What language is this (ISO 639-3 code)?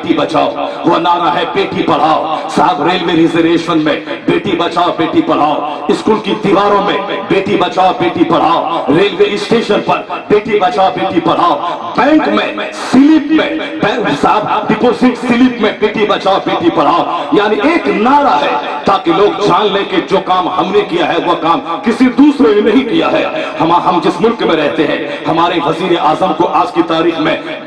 urd